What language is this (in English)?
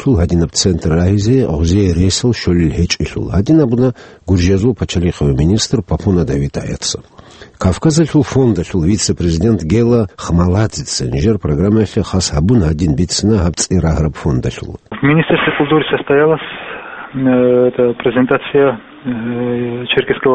Avaric